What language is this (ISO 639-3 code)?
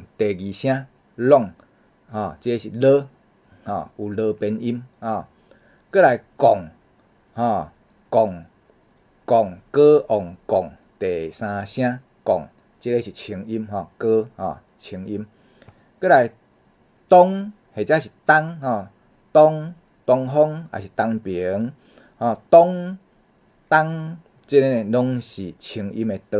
nan